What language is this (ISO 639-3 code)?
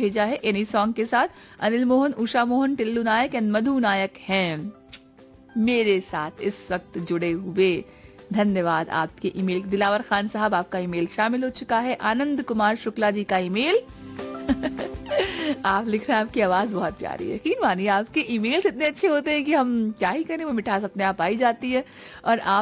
hin